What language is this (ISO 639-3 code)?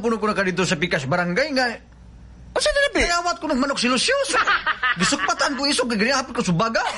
ceb